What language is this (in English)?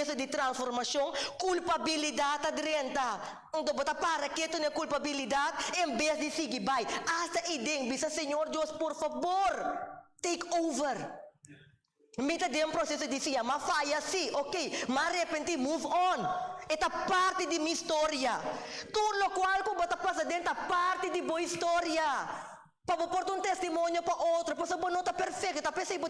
Papiamento